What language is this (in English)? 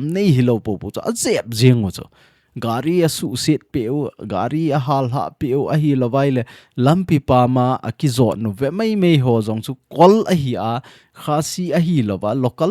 Thado Chin